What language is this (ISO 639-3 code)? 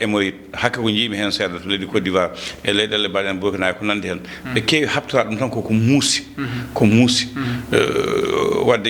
ful